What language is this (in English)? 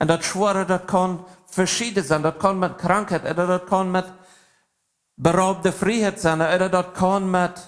Plautdietsch